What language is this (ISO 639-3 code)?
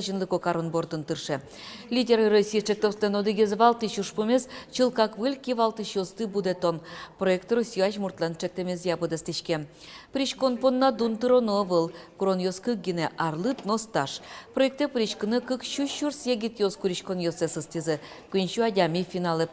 udm